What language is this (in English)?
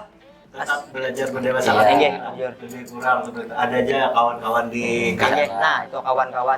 Banjar